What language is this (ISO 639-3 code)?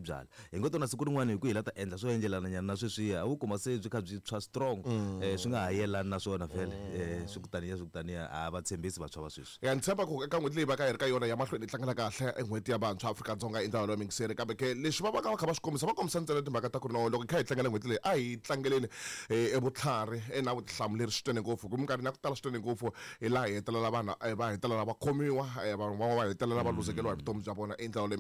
tso